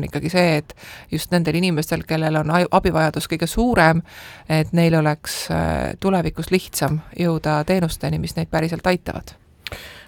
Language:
Estonian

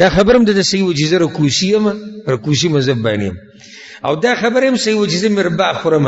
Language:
Pashto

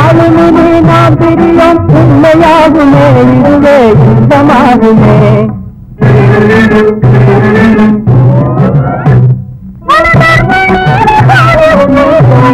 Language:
Tamil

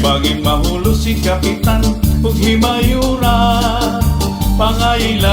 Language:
Waray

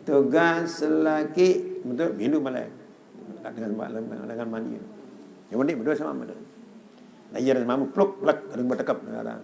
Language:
Sasak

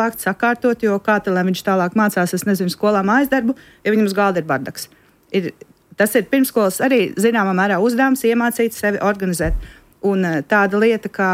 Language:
Latvian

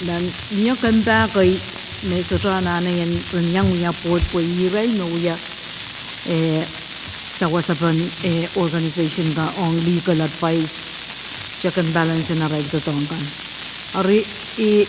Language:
Pohnpeian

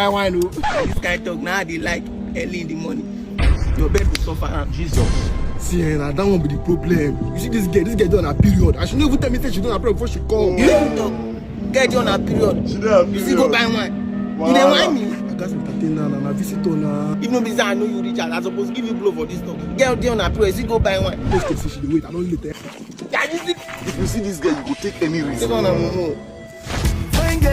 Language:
Nigerian Pidgin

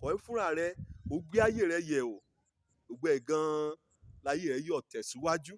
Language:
Yoruba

